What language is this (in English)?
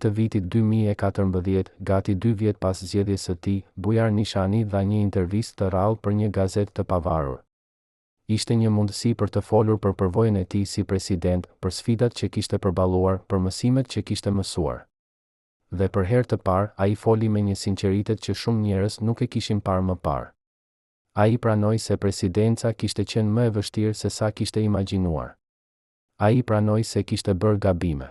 Albanian